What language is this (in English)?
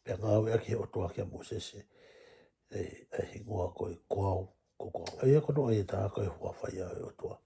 Tongan